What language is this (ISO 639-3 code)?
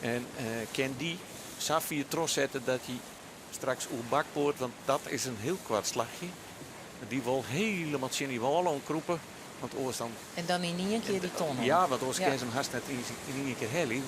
fry